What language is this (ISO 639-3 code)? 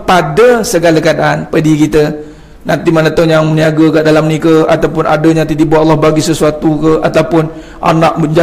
msa